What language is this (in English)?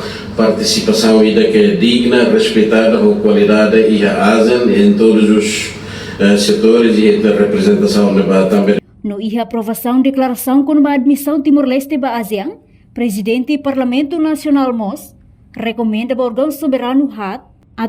Tetum